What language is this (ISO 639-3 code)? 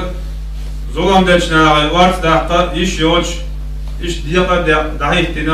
che